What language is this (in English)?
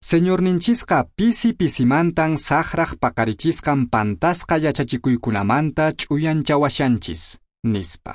Quechua